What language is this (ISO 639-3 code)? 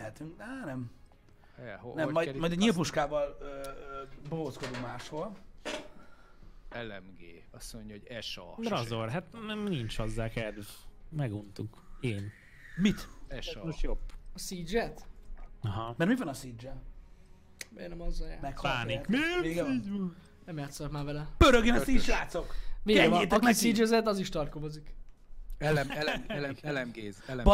hun